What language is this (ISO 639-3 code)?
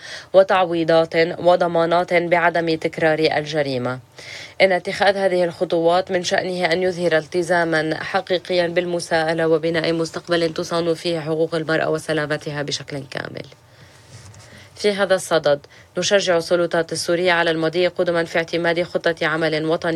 ara